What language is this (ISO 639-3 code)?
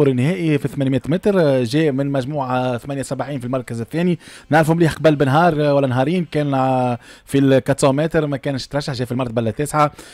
aeb